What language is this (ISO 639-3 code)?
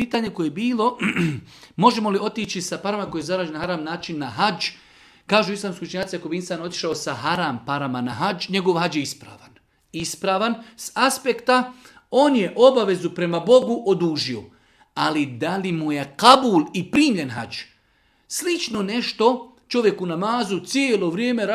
bos